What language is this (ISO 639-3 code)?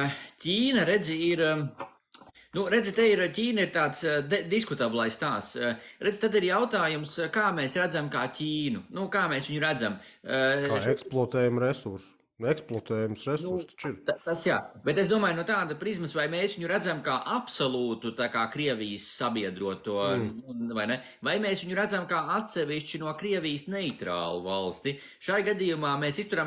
lav